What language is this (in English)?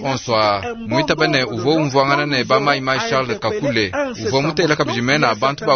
Luba-Lulua